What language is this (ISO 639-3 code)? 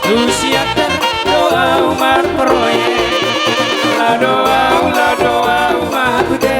bts